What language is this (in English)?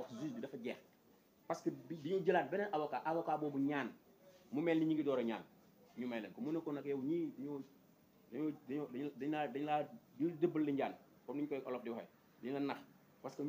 Wolof